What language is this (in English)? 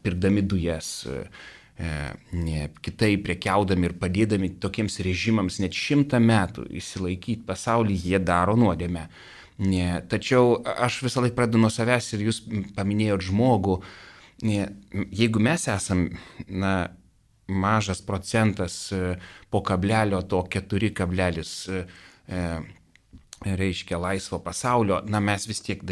Lithuanian